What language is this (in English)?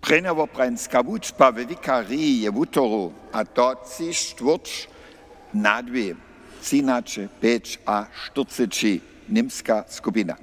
Upper Sorbian